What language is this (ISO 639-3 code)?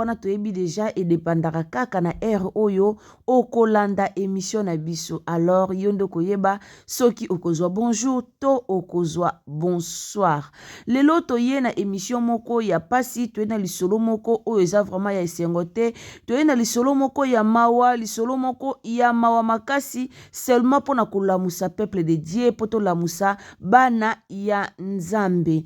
lin